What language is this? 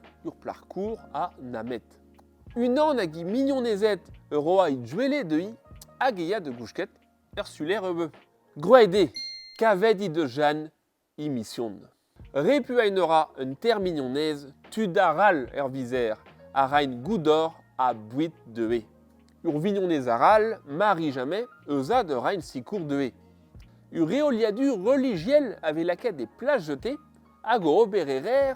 Breton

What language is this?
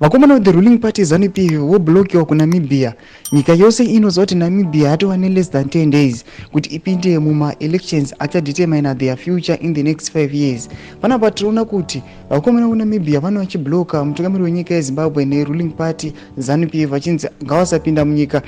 Shona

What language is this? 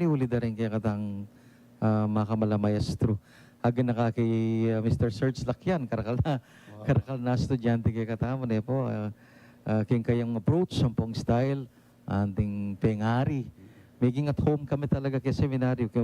Pampanga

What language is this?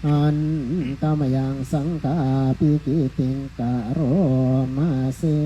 Pali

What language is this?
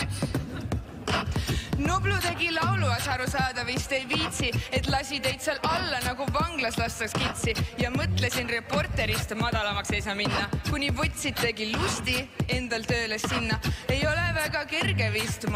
Estonian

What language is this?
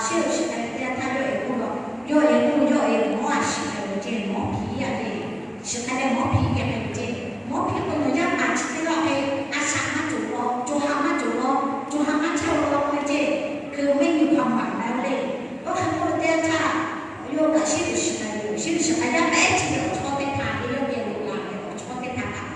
Lahu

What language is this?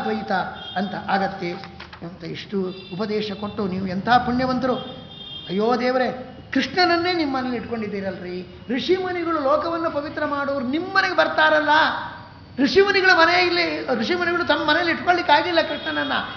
Kannada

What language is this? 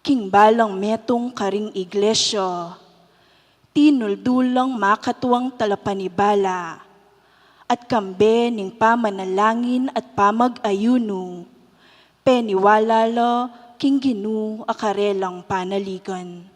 Pampanga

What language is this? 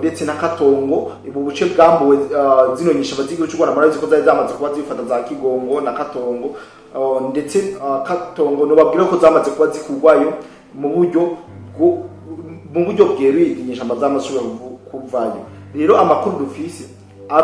Rundi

